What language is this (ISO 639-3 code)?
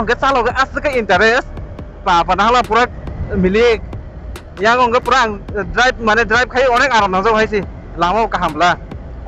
trp